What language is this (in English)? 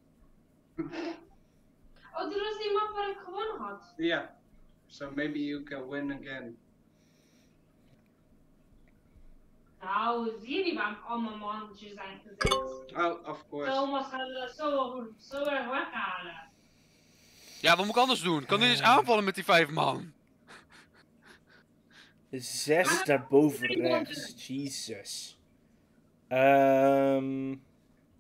Dutch